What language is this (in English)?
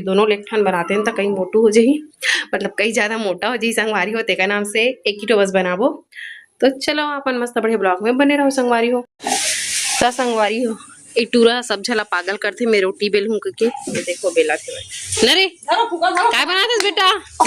Chhattisgarhi